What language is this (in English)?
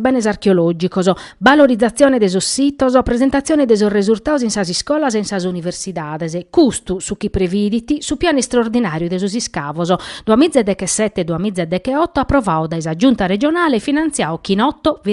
Sardinian